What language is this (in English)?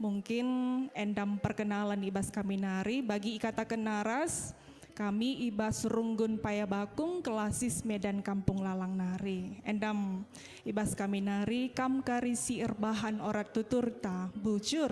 Batak Karo